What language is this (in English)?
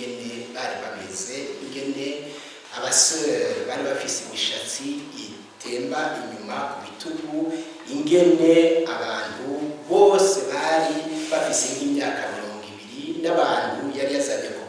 Rundi